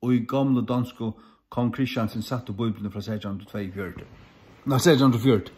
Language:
Faroese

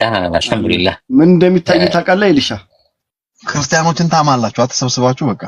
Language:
Amharic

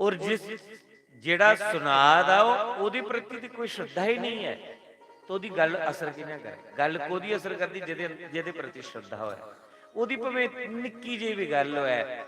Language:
Dogri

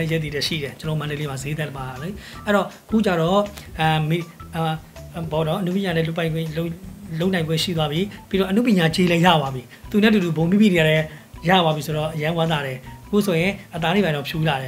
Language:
Burmese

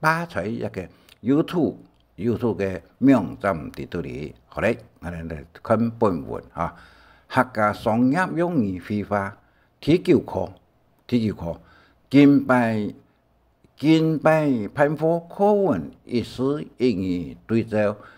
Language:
Hakka Chinese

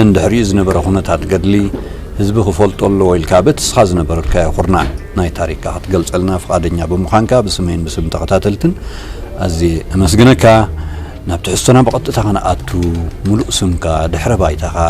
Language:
Tigrinya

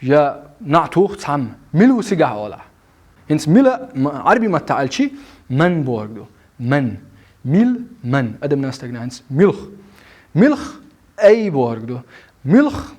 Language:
Chechen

